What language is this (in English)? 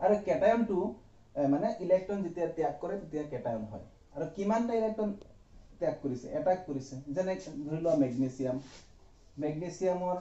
Assamese